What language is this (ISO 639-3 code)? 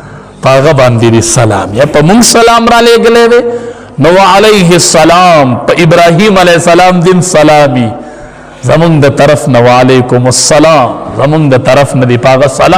pus